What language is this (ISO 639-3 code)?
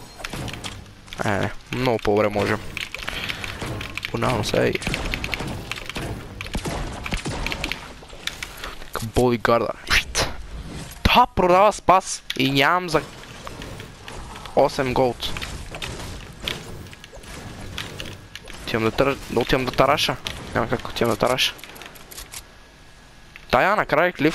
bul